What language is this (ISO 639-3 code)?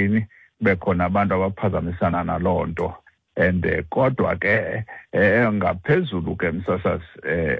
xho